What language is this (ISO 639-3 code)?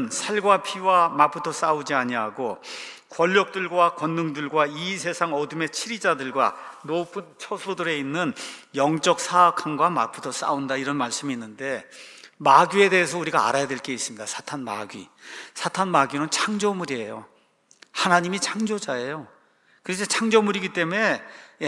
kor